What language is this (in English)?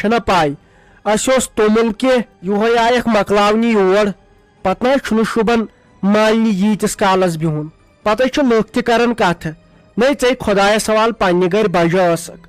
Kashmiri